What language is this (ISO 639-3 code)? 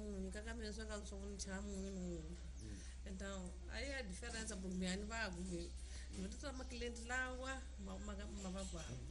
tso